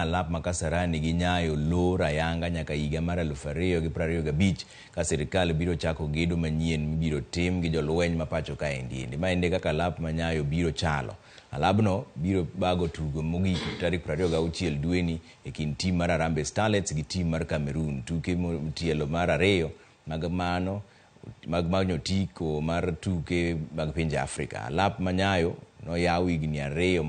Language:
Luo (Kenya and Tanzania)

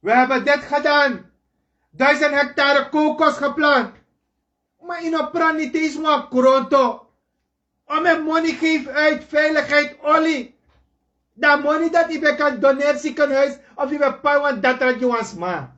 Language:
Sranan Tongo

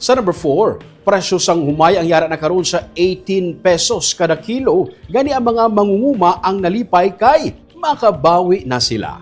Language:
Hiligaynon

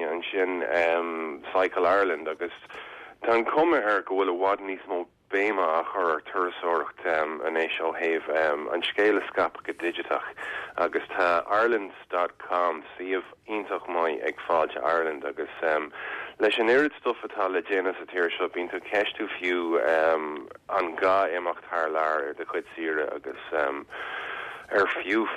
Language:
Irish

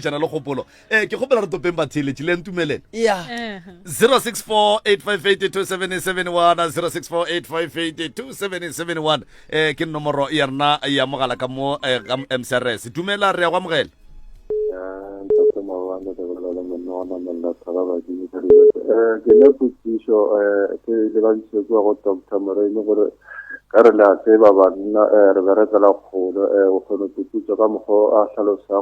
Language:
Northern Sotho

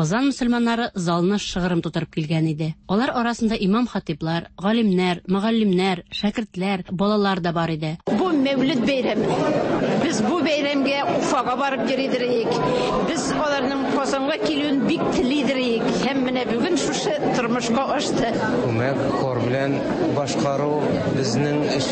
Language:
Tatar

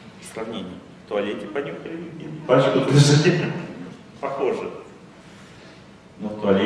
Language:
Russian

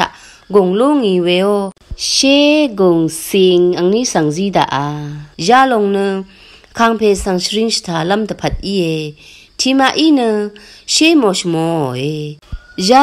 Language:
Rawang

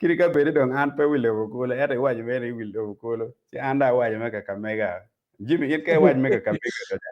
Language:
Acoli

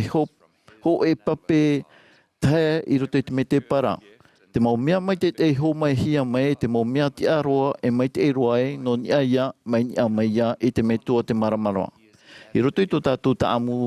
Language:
Tahitian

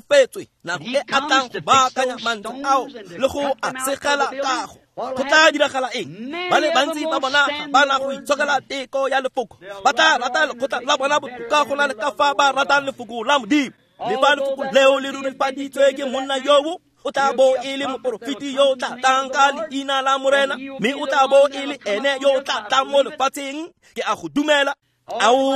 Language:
Tswana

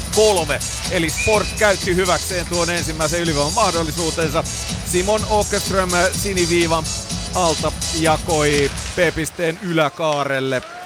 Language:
Finnish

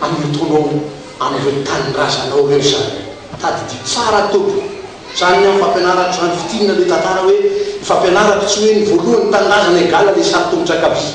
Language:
Malagasy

